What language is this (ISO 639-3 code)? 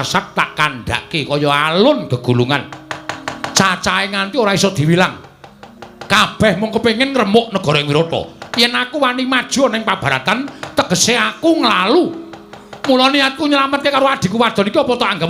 jav